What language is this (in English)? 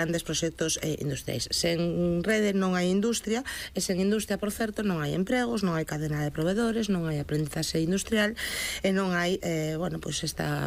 Galician